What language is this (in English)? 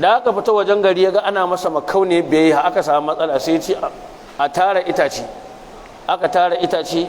Hausa